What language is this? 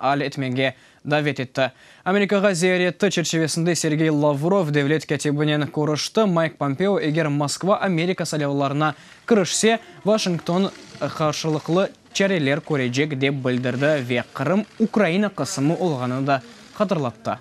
Crimean Tatar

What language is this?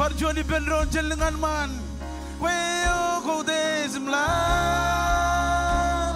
Marshallese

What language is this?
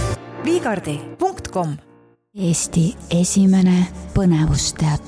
Estonian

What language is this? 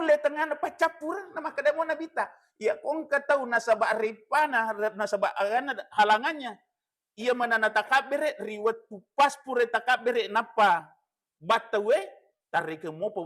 Buginese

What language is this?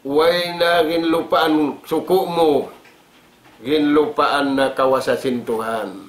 Tausug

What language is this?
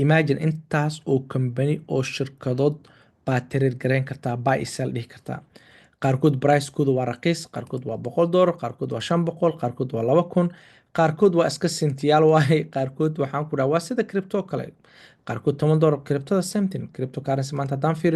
Somali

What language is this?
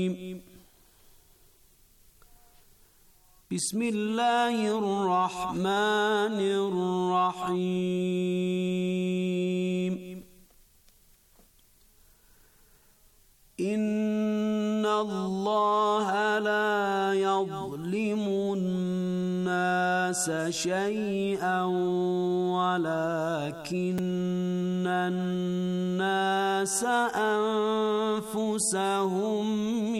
Bosnian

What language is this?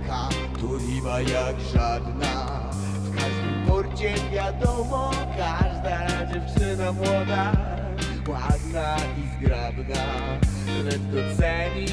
Polish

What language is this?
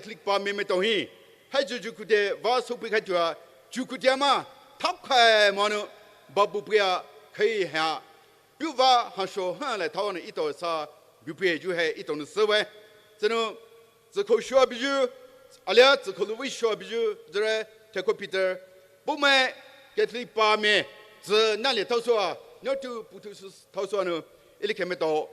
Poumei Naga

